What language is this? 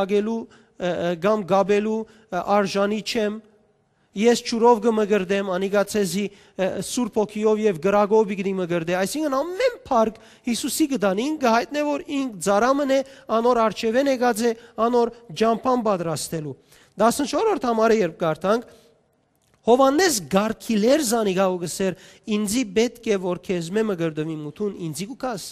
Western Armenian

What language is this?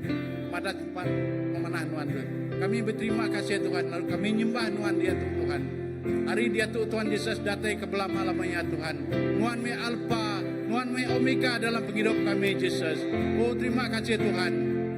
Iban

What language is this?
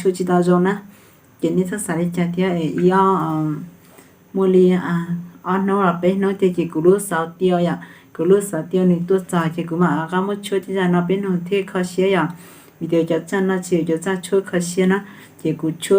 Hmong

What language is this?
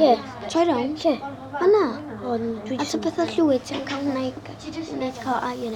Welsh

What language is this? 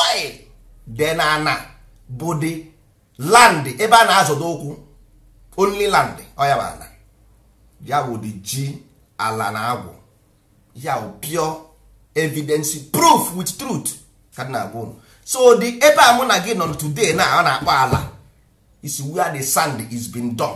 Igbo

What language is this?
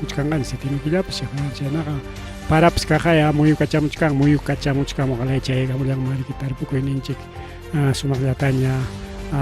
Ayacucho Quechua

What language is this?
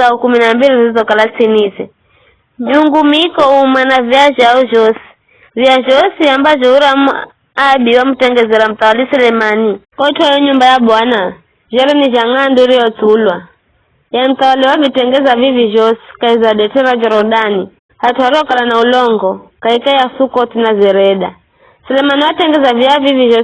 Giryama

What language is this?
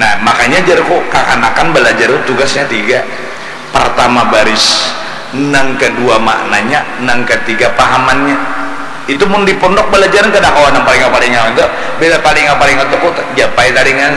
Banjar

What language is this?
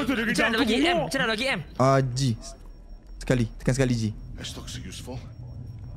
Malay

